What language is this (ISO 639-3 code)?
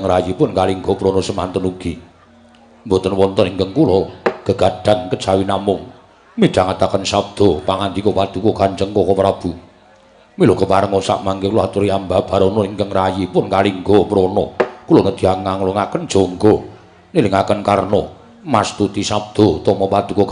jav